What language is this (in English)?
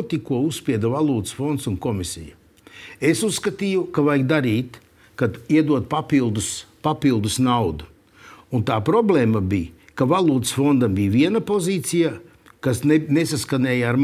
Latvian